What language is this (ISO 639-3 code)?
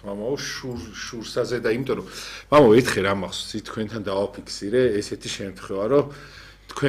kat